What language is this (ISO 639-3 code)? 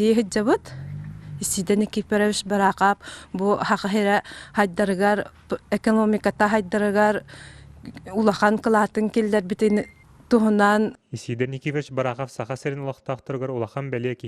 sah